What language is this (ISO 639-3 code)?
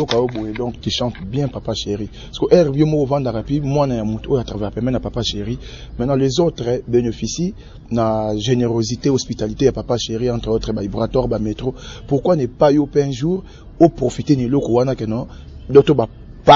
lin